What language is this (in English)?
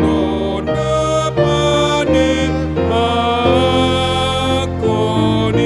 Batak Toba